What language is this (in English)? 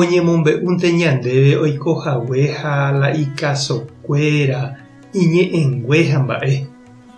Guarani